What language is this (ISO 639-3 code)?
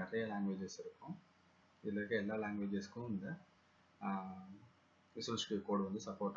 tam